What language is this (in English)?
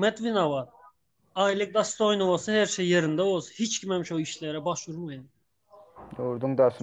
Turkmen